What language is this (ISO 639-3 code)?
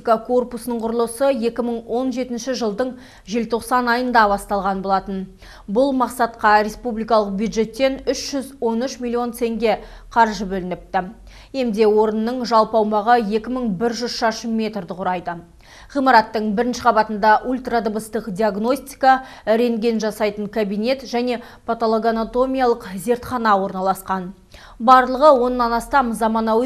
kaz